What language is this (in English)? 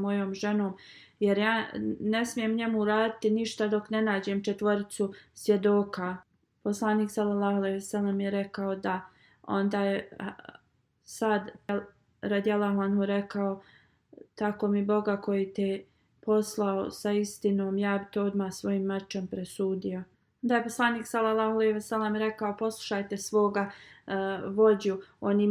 Bosnian